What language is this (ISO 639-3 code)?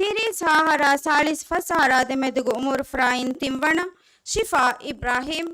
div